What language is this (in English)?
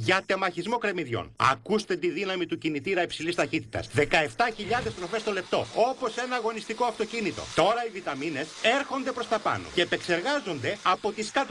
Greek